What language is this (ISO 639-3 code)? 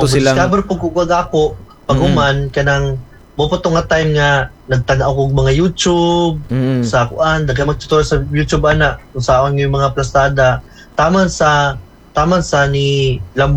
ceb